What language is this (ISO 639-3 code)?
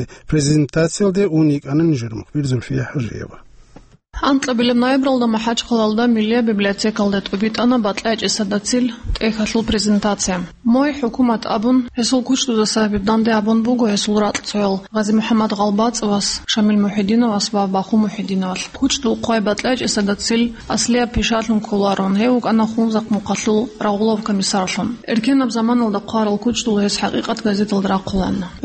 ava